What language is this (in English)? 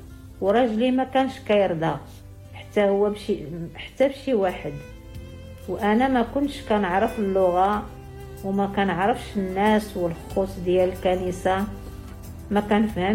Moroccan Arabic